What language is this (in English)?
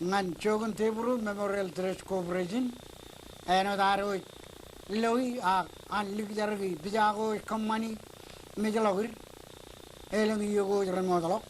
Marshallese